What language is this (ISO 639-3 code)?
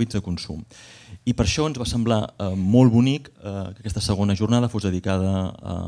cat